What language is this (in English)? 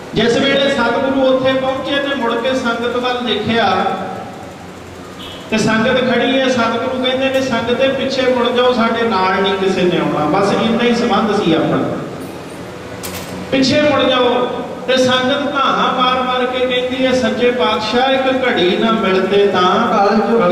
Punjabi